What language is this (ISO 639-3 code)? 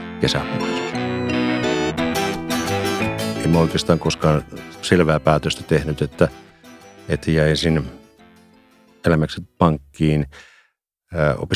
fin